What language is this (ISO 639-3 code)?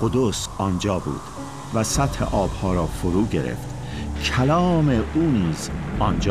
fas